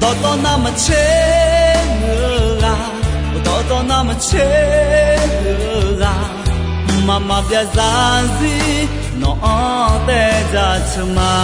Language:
Akha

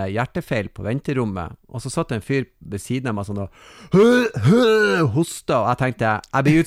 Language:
Norwegian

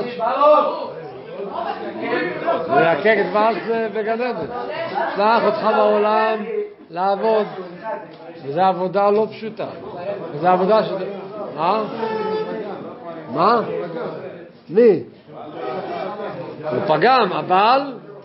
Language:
Hebrew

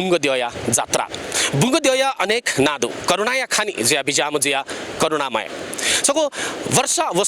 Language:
Newari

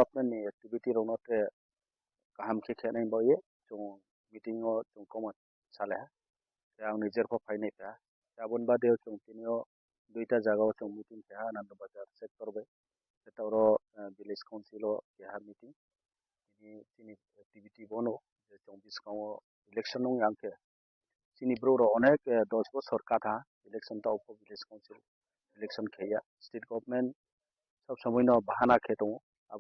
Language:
Kok Borok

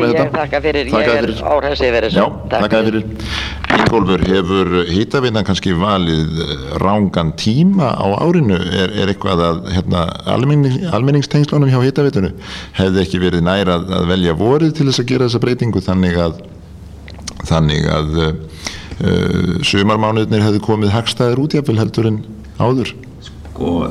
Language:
Icelandic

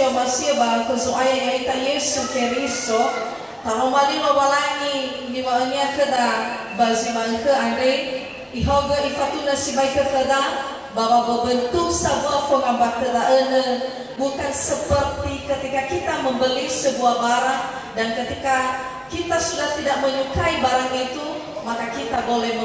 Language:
Nias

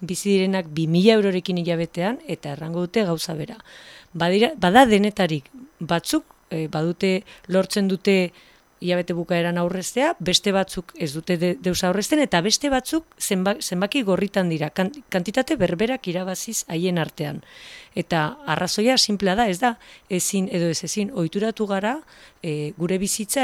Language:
Basque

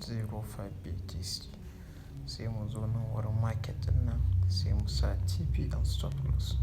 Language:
Hausa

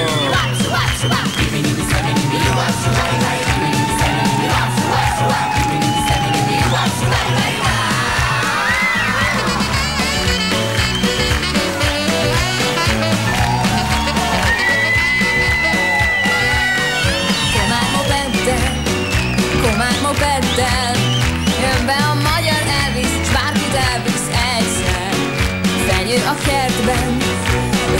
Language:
Hungarian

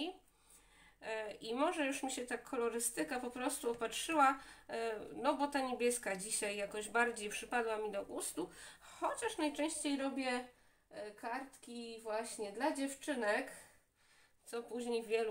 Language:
Polish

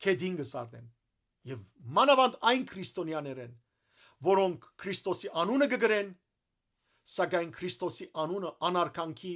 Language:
Western Armenian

